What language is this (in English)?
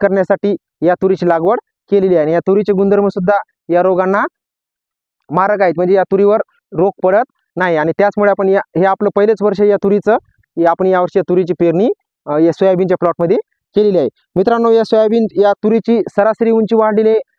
Marathi